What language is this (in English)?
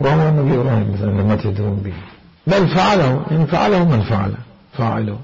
Mesopotamian Arabic